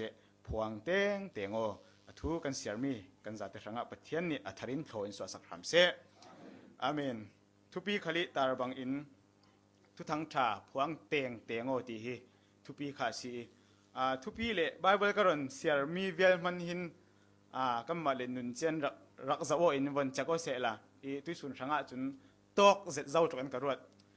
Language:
Falam Chin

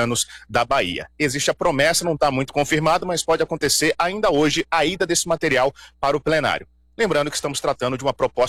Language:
Portuguese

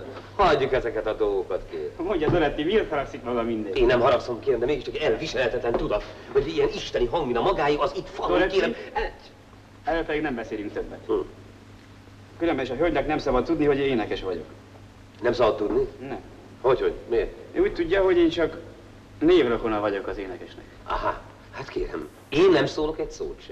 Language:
Hungarian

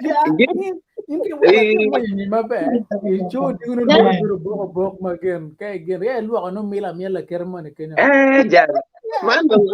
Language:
Acoli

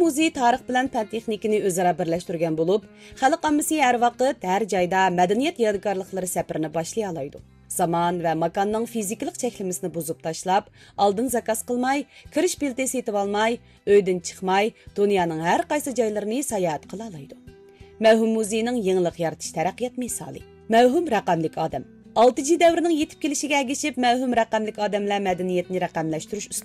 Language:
Uyghur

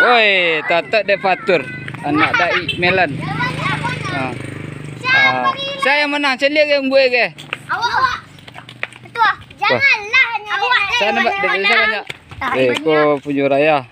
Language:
Minangkabau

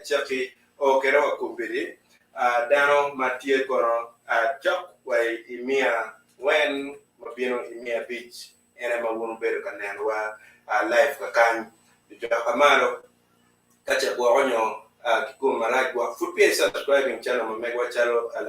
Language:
Acoli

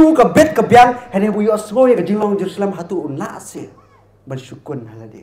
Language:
Khasi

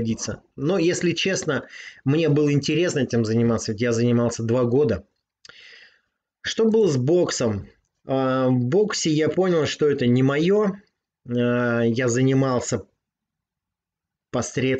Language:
Russian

